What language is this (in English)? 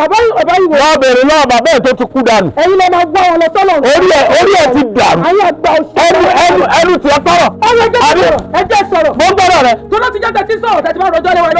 Yoruba